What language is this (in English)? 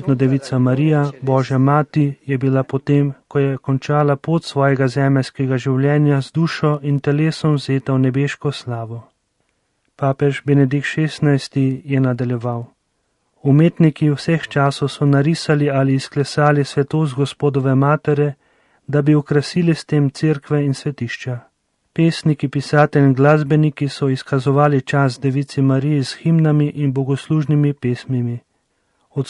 Slovenian